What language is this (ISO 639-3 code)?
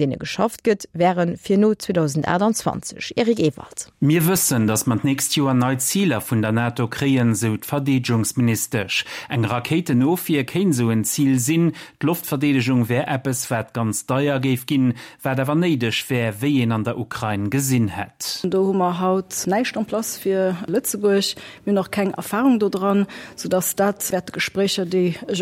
ltz